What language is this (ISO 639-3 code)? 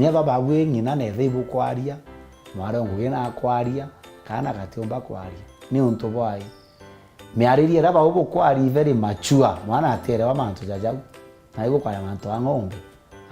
mer